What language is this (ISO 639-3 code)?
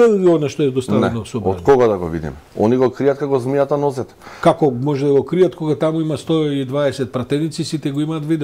mkd